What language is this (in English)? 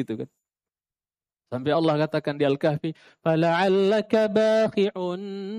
Indonesian